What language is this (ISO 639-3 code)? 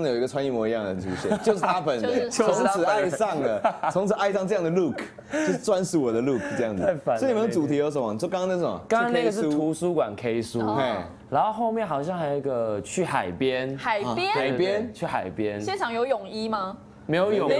zho